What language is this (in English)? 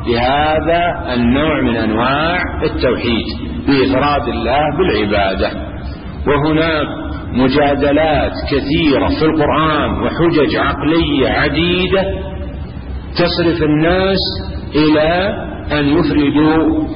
Arabic